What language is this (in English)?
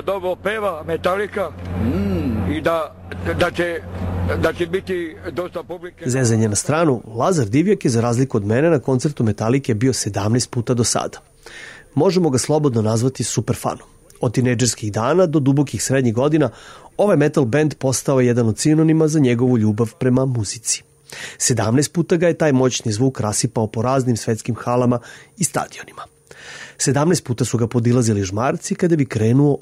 Serbian